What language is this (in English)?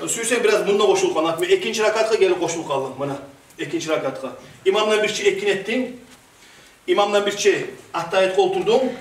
Kumyk